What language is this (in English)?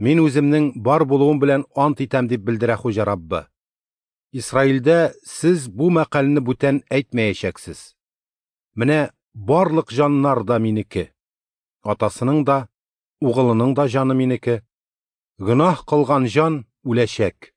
Tatar